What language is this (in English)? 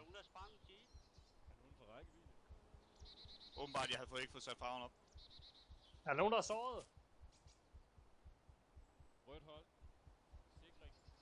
Danish